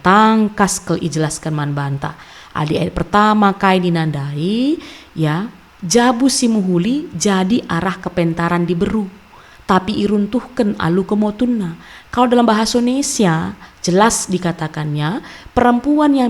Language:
Batak Karo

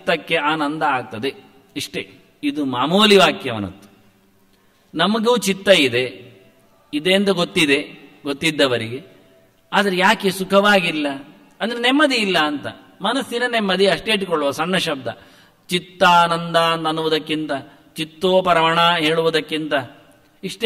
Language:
Kannada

